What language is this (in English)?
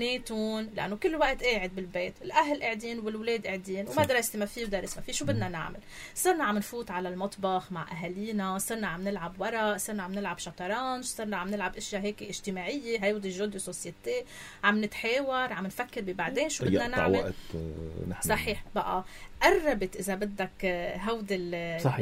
North Levantine Arabic